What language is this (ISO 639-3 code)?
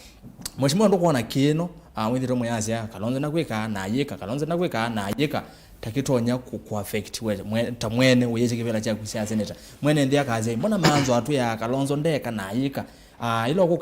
kam